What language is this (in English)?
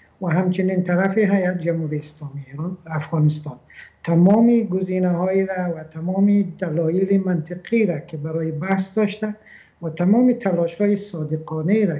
Persian